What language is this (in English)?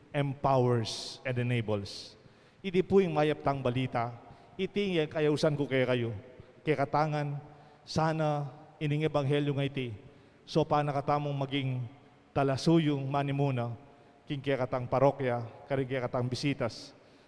Pampanga